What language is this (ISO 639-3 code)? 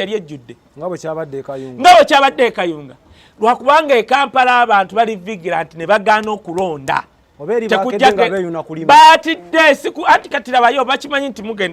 lug